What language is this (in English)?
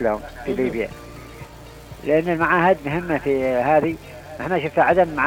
Arabic